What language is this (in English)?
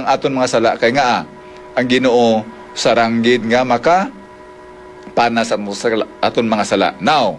Hiligaynon